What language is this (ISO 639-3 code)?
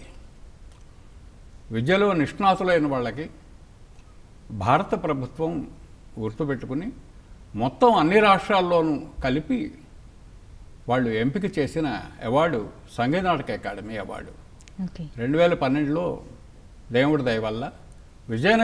tel